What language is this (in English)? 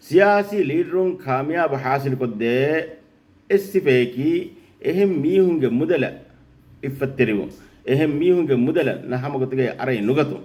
Divehi